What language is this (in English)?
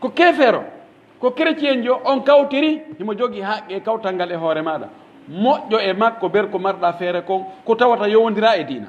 Pular